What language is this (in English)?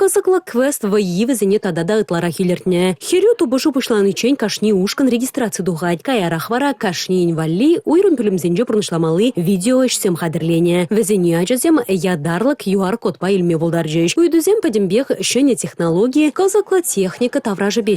Chuvash